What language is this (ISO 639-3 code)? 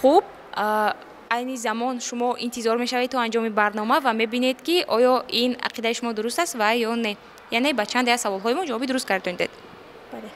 tgk